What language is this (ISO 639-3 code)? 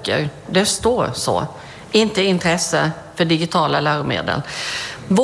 swe